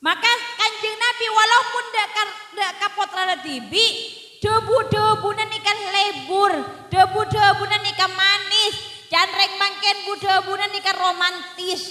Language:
Madurese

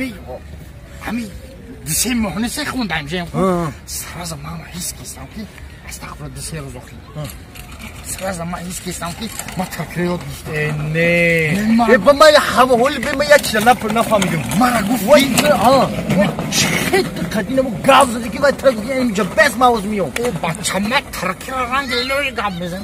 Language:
Tajik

